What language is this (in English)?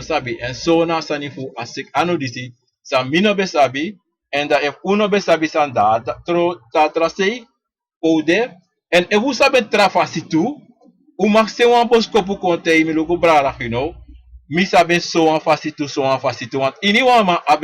Sranan Tongo